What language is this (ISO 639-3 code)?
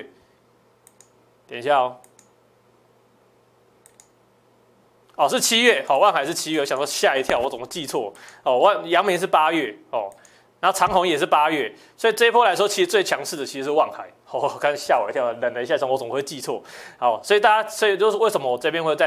zho